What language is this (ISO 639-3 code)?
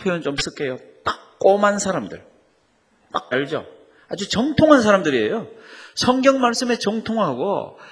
kor